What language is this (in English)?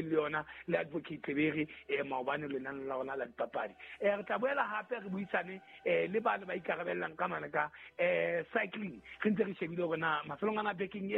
Southern Sotho